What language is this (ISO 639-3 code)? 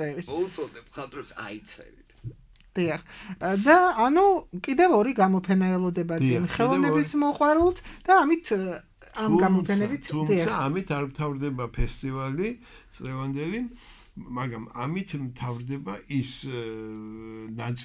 kat